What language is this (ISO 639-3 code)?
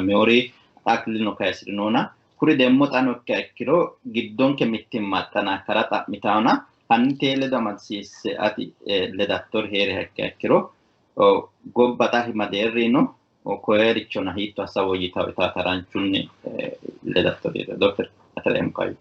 sid